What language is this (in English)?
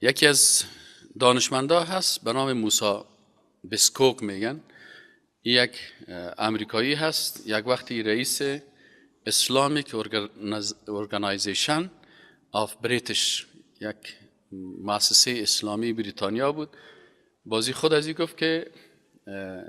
Persian